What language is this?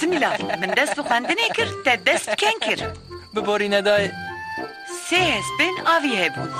Kurdish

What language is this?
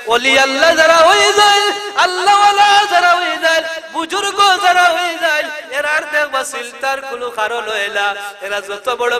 Sylheti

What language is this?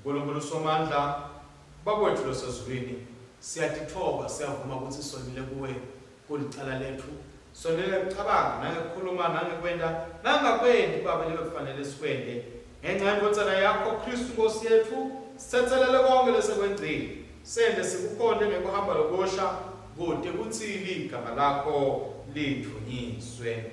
Swati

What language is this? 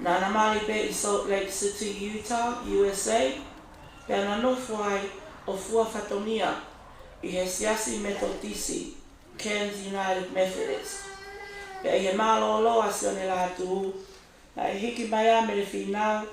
Tongan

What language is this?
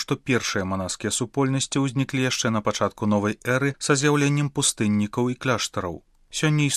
Belarusian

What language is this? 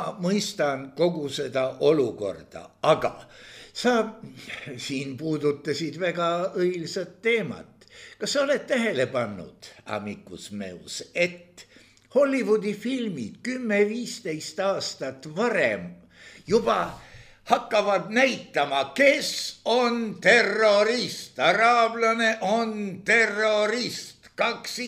Estonian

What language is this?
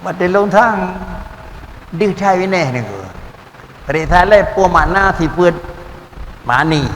Achinese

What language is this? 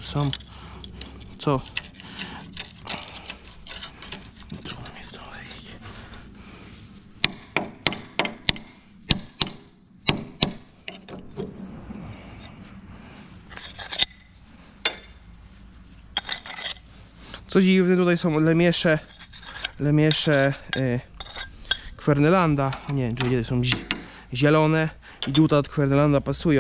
Polish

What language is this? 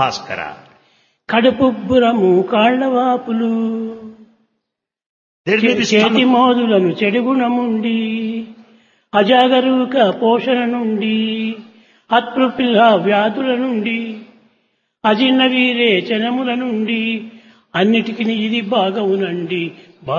Telugu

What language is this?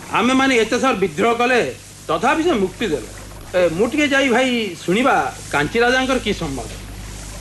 Odia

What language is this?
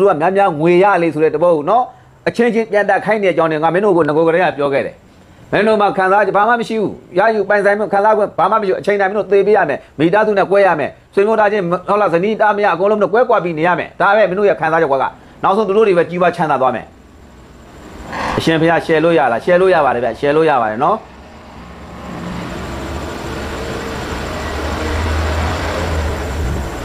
Burmese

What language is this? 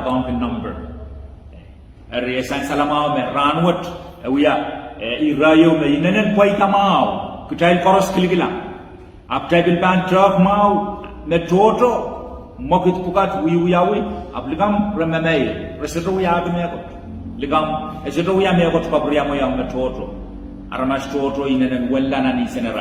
Pohnpeian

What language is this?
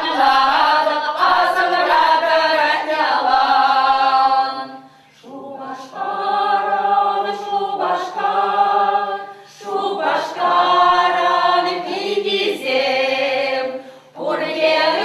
Chuvash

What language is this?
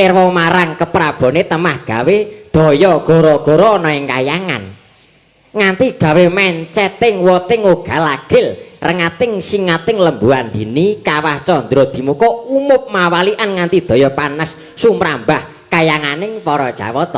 Javanese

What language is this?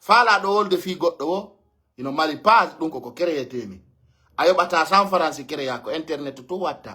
Pular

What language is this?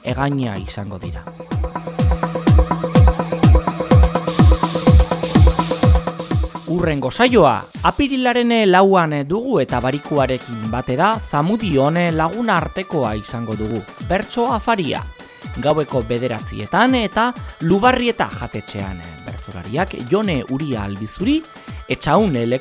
Basque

